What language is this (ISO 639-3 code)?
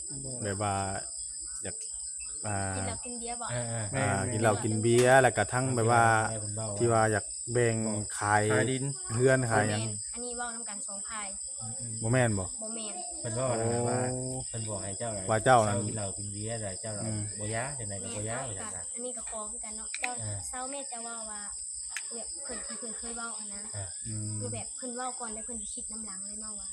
tts